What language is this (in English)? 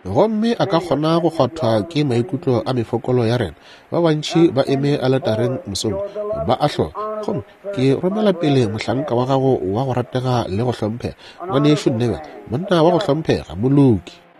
Northern Sotho